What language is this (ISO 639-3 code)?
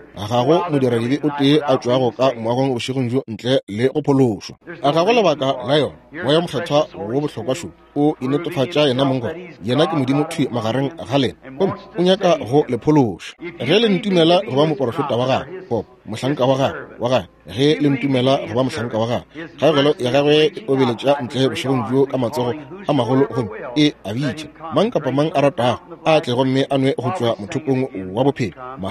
nso